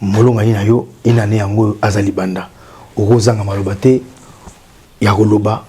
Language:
Lingala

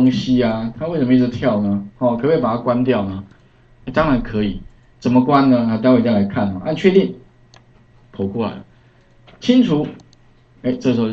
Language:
Chinese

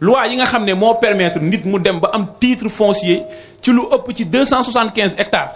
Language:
Wolof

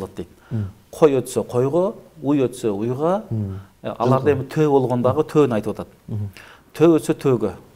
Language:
Kyrgyz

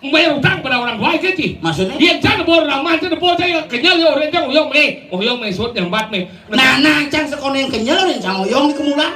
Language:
Balinese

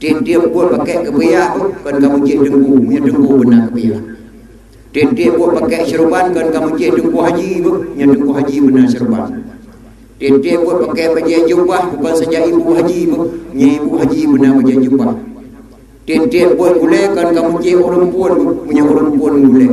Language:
Achinese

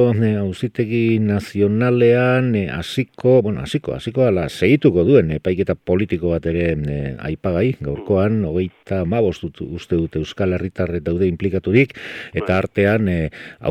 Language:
Basque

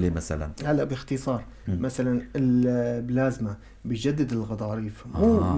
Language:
North Levantine Arabic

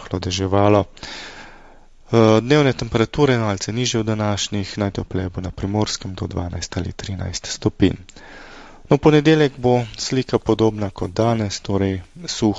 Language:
Slovenian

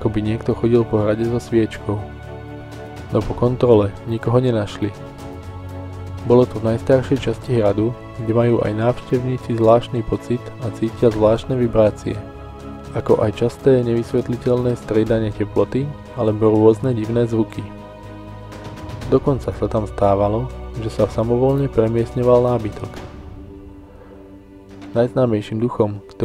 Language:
Slovak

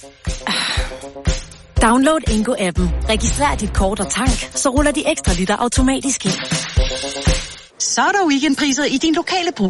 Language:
Danish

